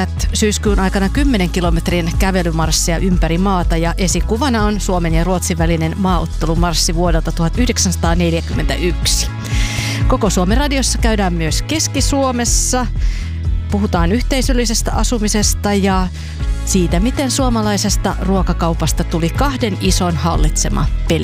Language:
Finnish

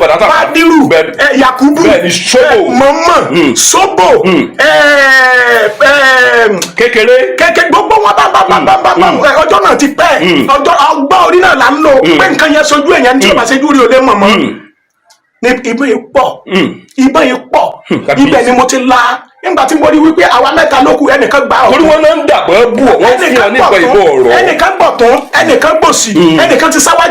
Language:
Yoruba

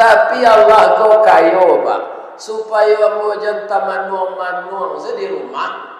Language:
Minangkabau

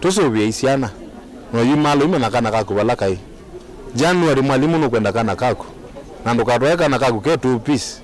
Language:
Kamba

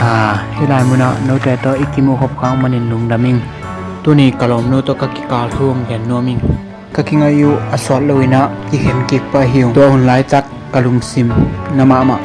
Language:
Tedim Chin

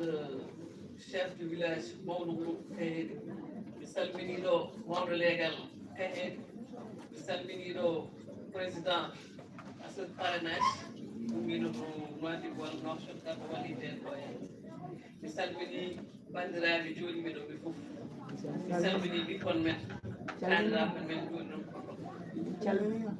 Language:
Fula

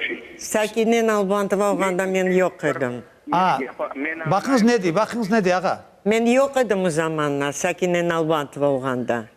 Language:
Crimean Tatar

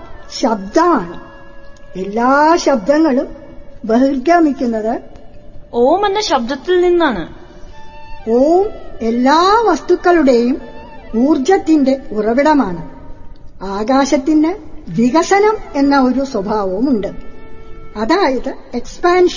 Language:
Malayalam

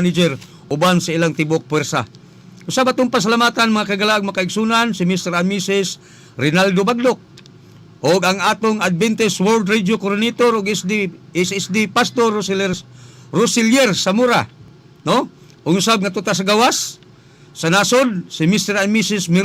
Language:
Cebuano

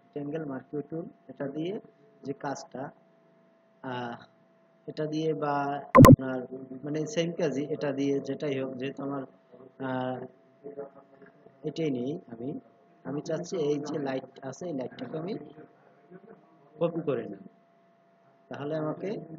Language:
Bangla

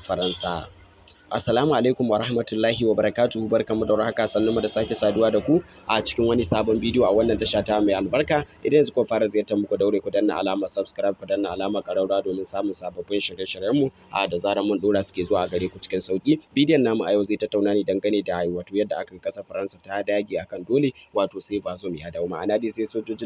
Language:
Hausa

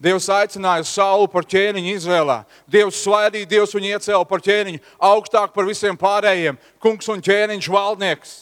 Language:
Latvian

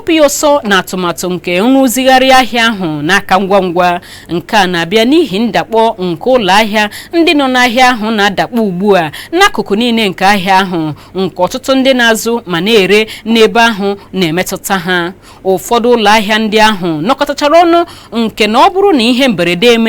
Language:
Igbo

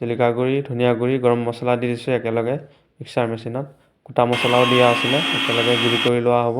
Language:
Assamese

